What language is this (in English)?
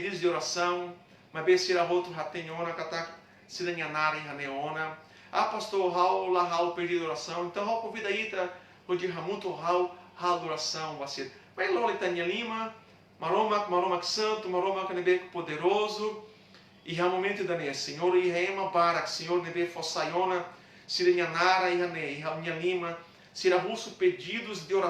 Tetum